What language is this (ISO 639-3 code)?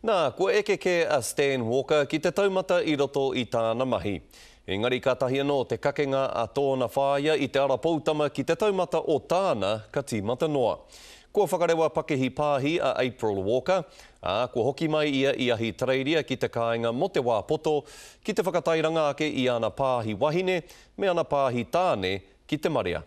mri